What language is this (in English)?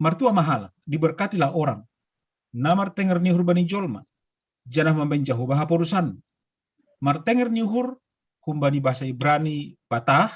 Batak Simalungun